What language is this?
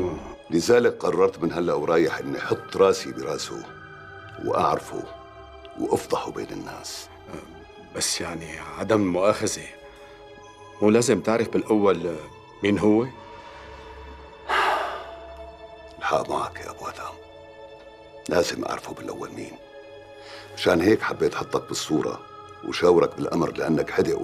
North Levantine Arabic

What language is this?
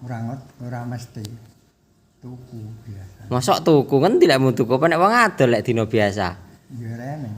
Javanese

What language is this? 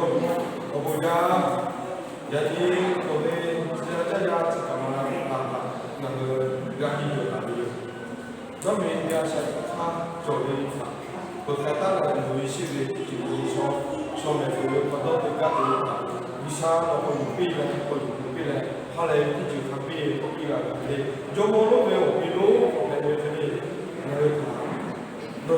Lahu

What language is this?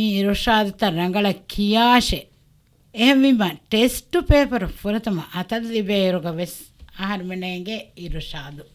Divehi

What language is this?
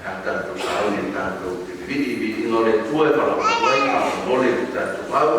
Samoan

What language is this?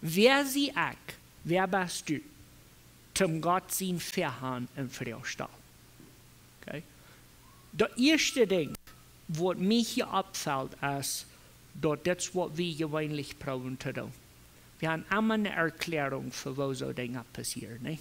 Plautdietsch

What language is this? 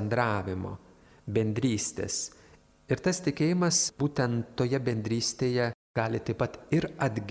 Lithuanian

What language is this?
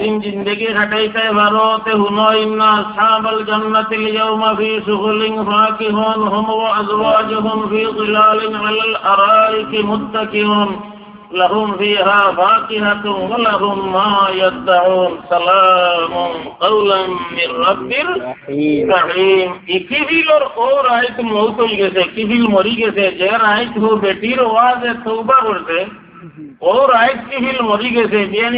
Sylheti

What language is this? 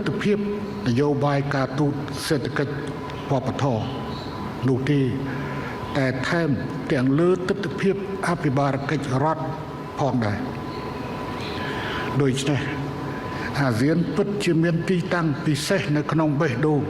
Khmer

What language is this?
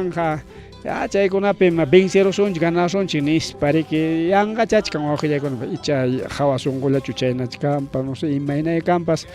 Ayacucho Quechua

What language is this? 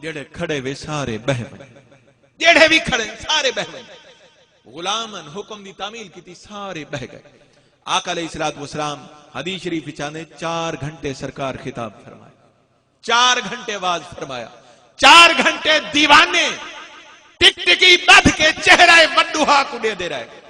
Saraiki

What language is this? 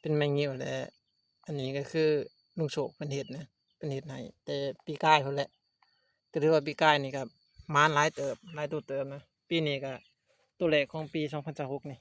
Lao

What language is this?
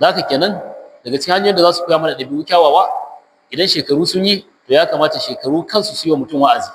Hausa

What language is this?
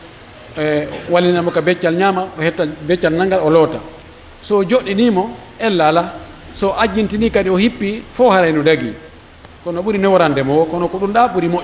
Pular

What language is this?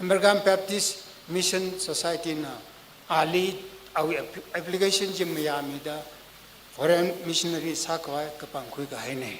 Tangkhul Naga (India)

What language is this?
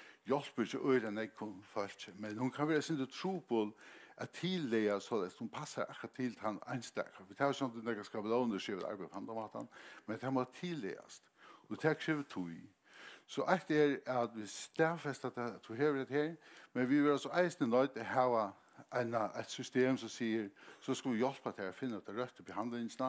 Faroese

